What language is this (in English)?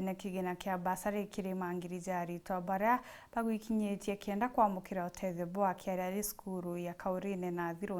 Meru